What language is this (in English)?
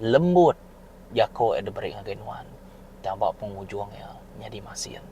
Iban